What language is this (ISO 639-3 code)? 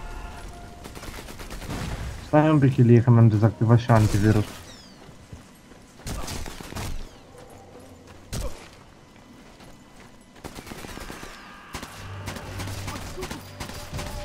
ron